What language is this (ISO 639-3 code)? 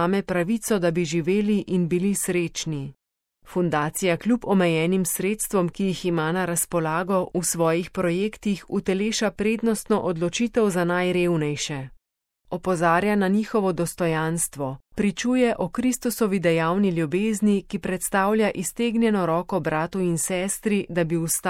slv